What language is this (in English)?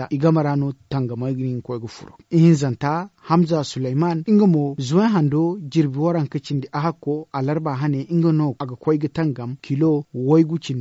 Zarma